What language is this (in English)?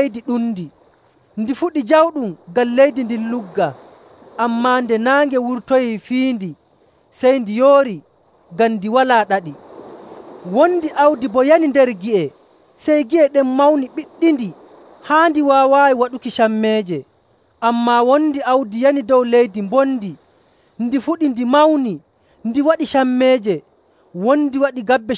Nigerian Fulfulde